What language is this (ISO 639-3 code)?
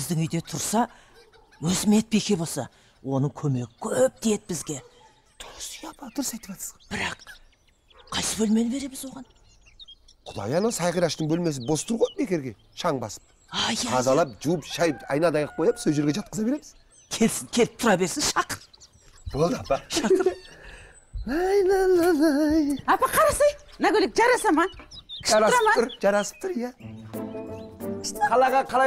kaz